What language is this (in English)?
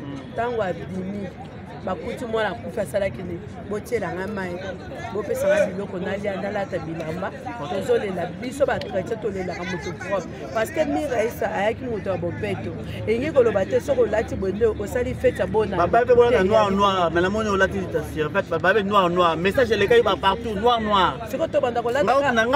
Lingala